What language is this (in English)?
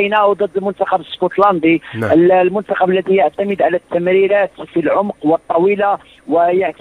Gulf Arabic